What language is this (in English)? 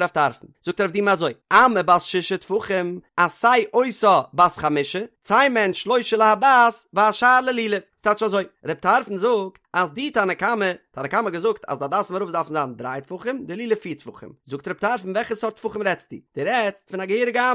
Yiddish